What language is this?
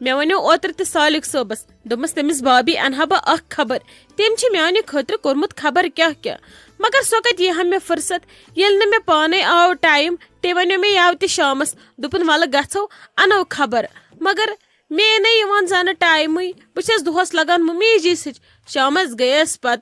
Kashmiri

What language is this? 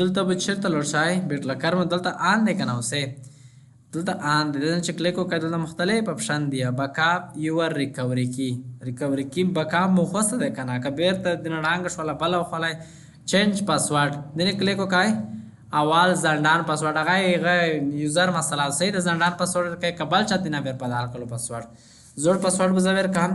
Pashto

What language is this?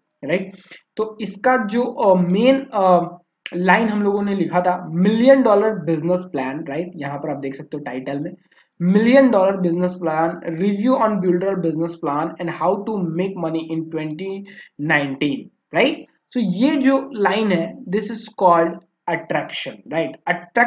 Hindi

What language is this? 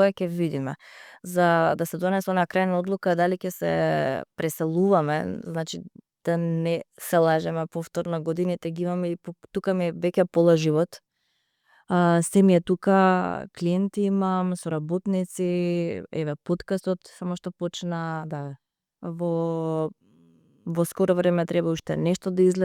Macedonian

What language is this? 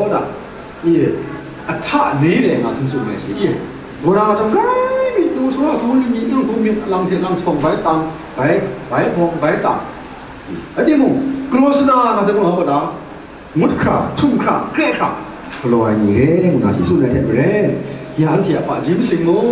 Kachin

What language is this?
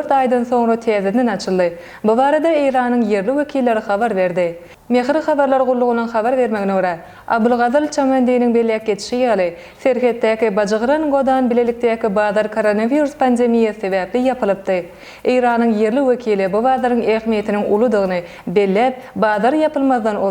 Turkmen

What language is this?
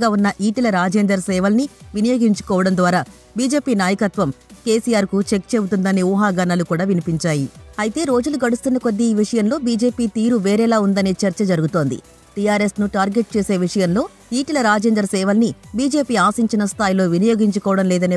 Telugu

